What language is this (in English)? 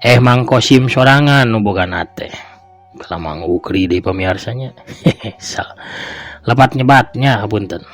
Sundanese